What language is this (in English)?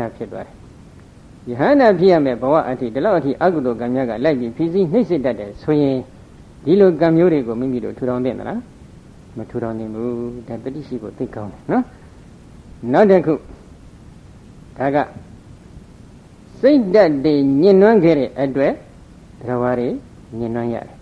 Burmese